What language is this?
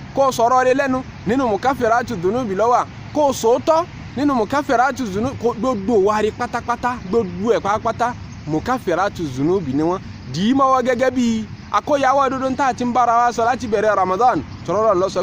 Yoruba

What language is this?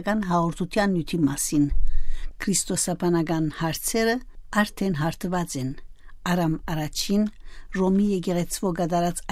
Western Armenian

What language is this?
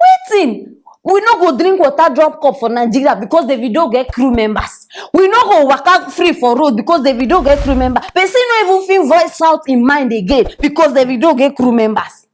Nigerian Pidgin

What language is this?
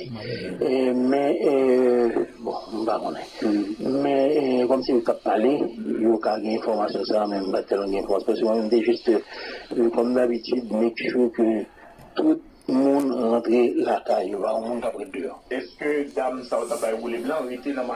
Haitian Creole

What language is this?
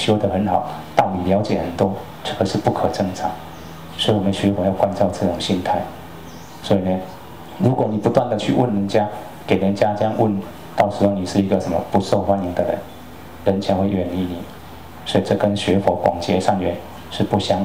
Chinese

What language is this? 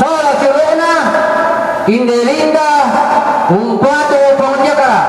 Toraja-Sa'dan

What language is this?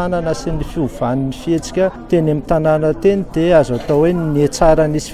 Malagasy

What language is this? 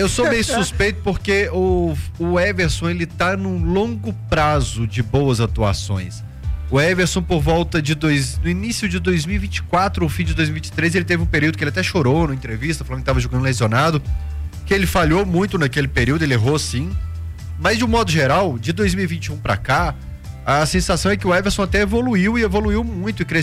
Portuguese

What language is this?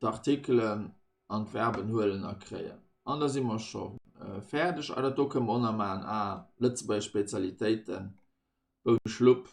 Luxembourgish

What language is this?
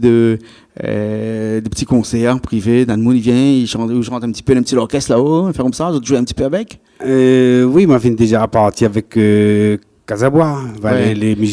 Réunion Creole French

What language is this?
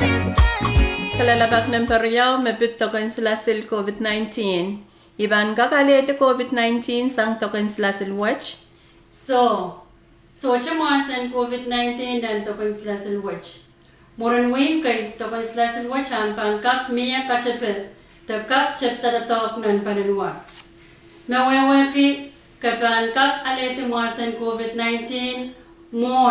Pohnpeian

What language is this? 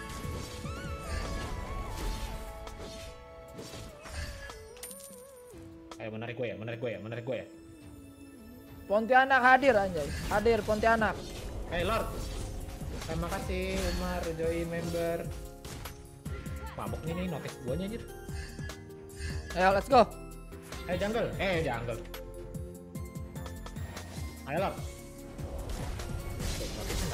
Indonesian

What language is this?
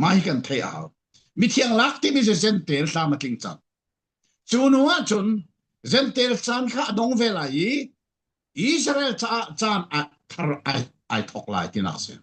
Falam Chin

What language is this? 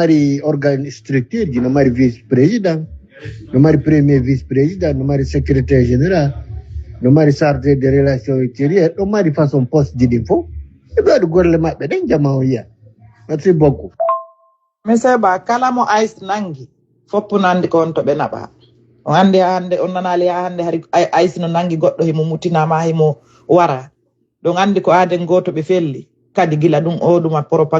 Fula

